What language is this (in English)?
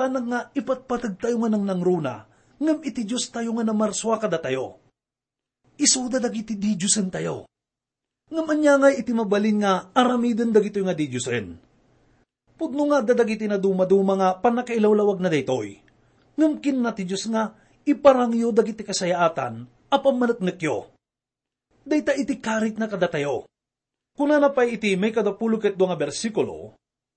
Iloko